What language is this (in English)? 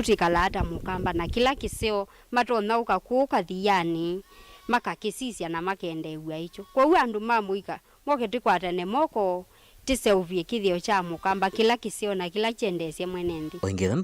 Kamba